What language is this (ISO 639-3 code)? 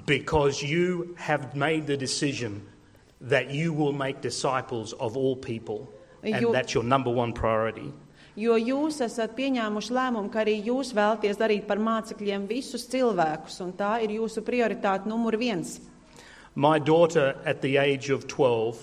lav